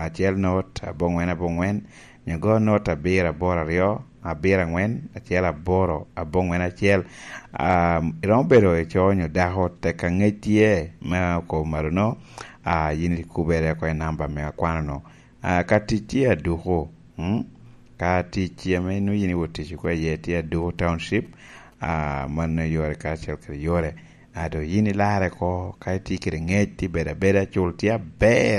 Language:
Lango (Uganda)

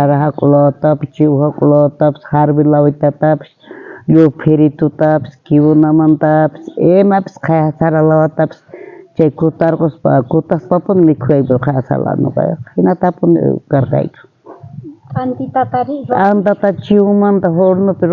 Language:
South Bolivian Quechua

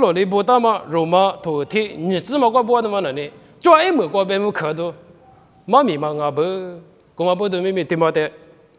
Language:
Lisu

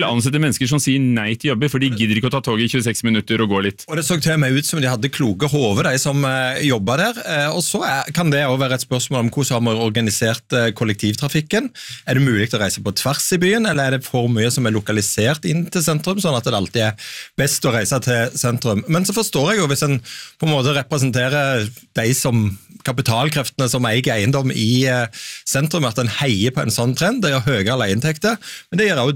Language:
Norwegian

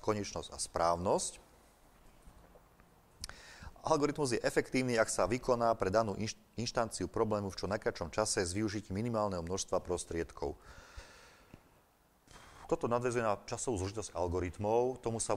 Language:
Slovak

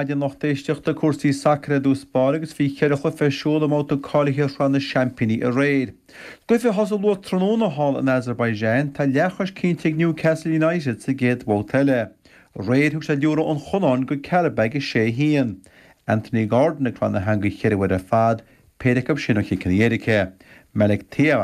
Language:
Irish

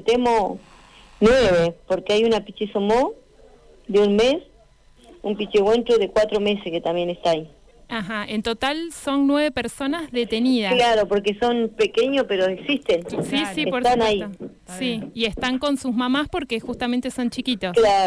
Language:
Spanish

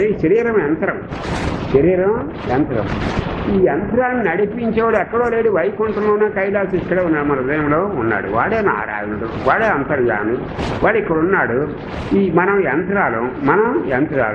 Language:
Telugu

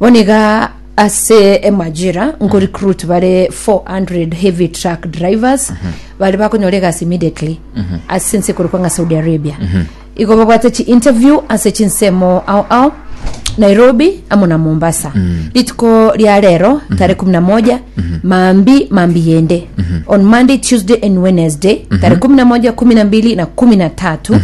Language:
Gusii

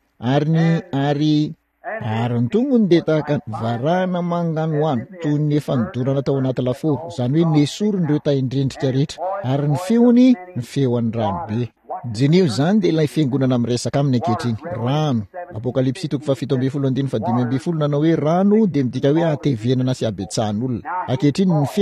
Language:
Malagasy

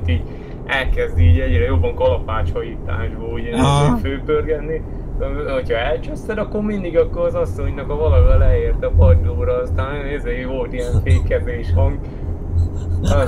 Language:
Hungarian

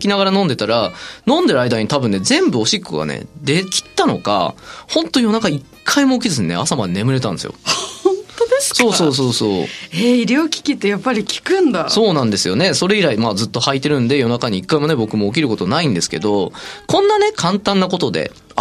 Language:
Japanese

